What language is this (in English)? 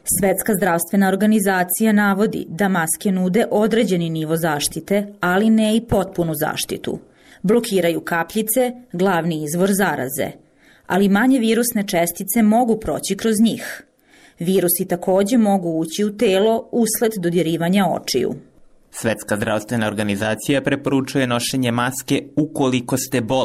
Bosnian